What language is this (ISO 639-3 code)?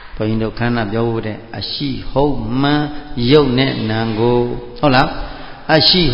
mya